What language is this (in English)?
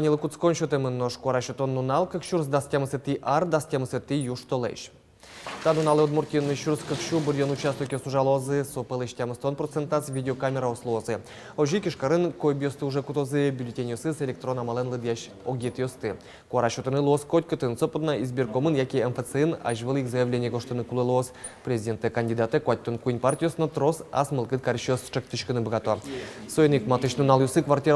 Udmurt